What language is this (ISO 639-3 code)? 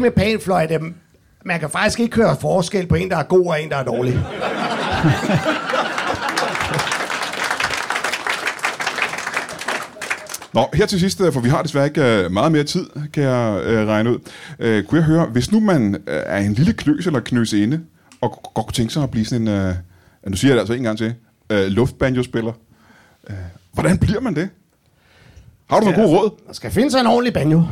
dan